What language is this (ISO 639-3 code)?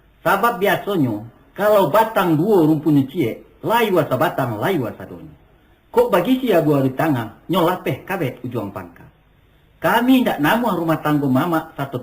min